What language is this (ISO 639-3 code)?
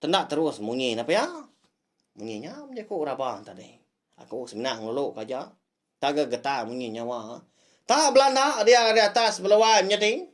iba